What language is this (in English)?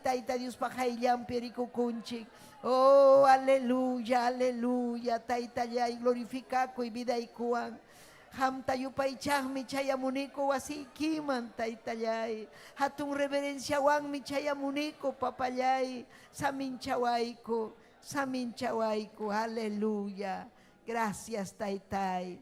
Ayacucho Quechua